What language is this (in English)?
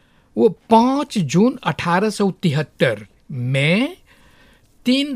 Hindi